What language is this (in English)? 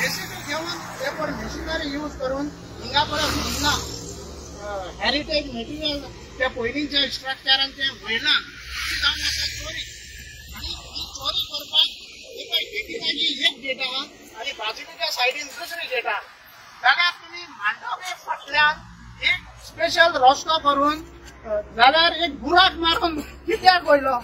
Konkani